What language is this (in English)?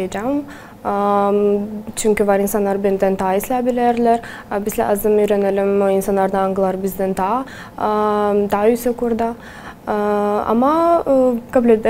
Gagauz